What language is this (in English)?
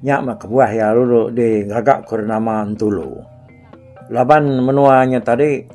Iban